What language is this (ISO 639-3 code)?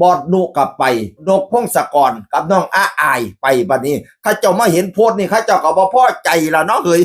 tts